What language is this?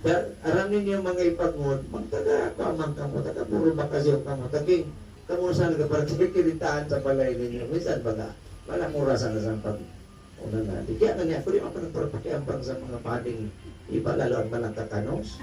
Bikol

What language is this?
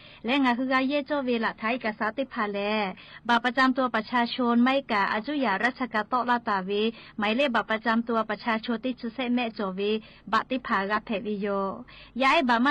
Lahu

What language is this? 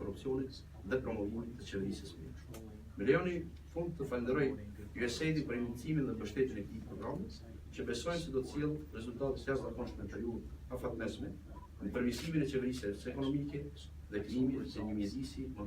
Albanian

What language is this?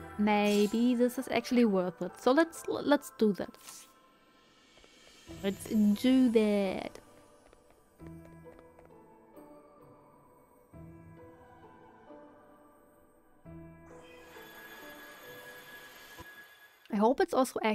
English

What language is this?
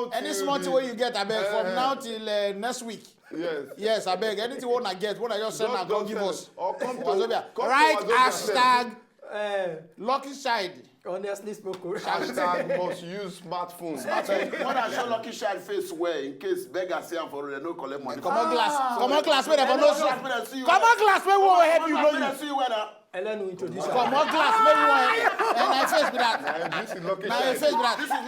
Nigerian Pidgin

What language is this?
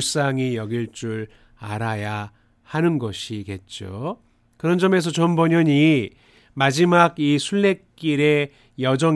Korean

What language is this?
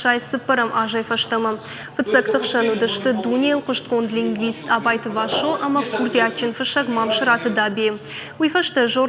Ossetic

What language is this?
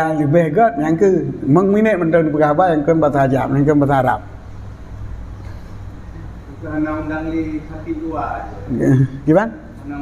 Malay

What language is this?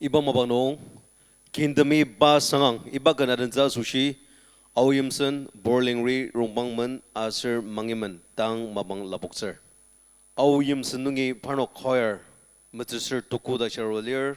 Ao Naga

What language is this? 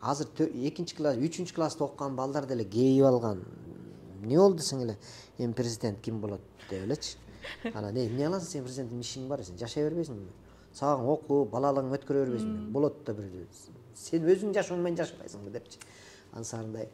Kyrgyz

